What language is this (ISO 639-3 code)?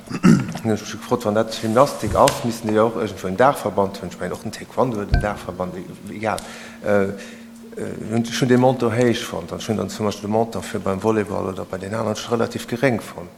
ltz